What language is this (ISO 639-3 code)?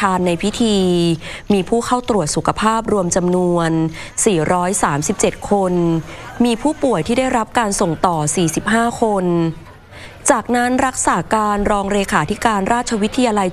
tha